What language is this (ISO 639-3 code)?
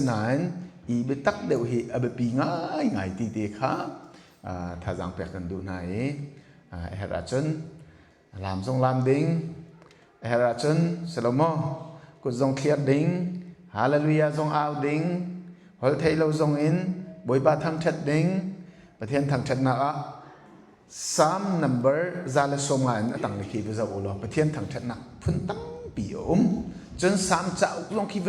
cnh